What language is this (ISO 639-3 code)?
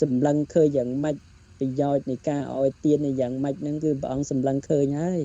khm